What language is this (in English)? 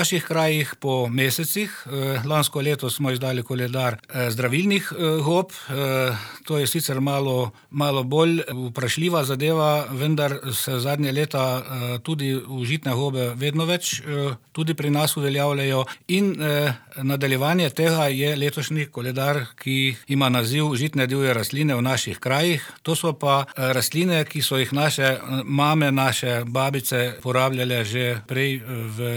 Slovenian